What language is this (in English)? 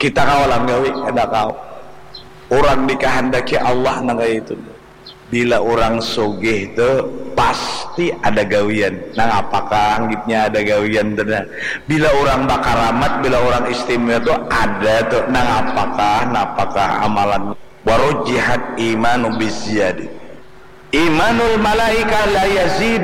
Banjar